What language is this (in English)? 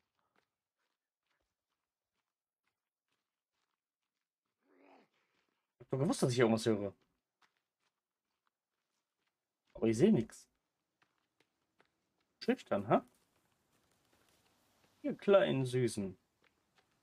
German